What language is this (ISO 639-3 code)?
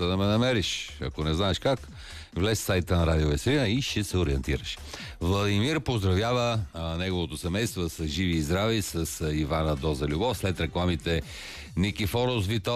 bul